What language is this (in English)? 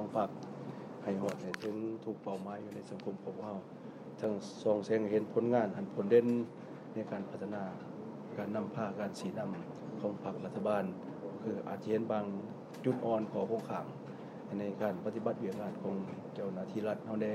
Lao